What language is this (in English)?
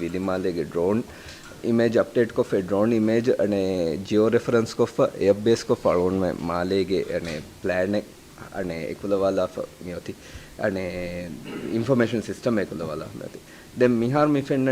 Divehi